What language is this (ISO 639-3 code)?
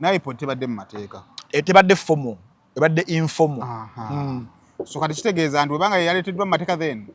lug